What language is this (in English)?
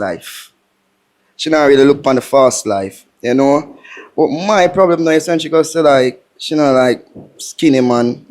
Jamaican Creole English